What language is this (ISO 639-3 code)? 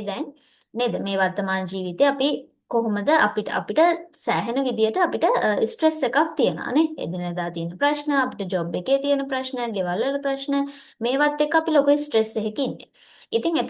sin